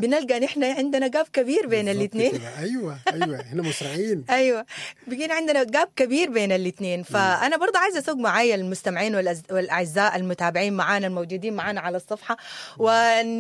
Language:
Sudanese Arabic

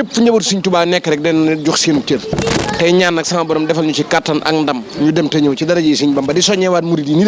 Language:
Wolof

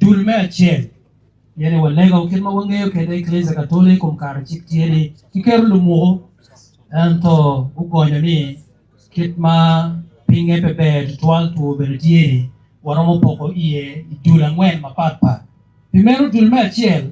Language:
Acoli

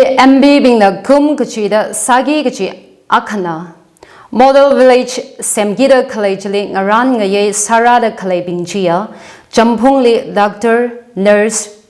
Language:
Tangkhul Naga (India)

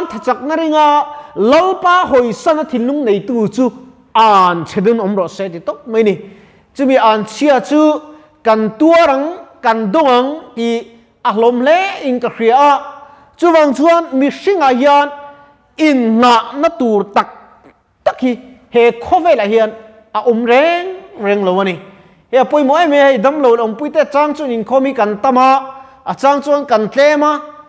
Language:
Mizo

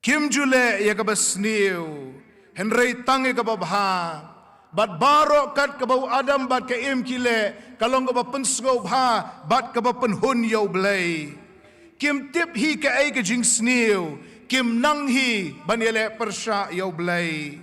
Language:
Khasi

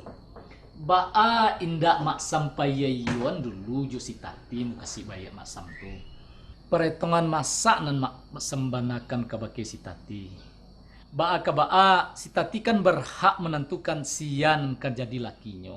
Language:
Minangkabau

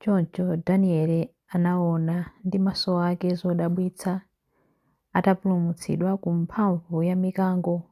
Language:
Nyanja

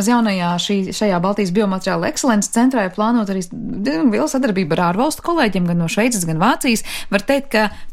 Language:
Latvian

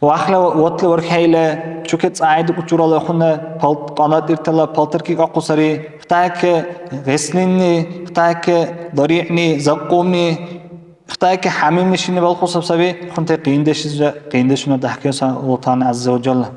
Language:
Dargwa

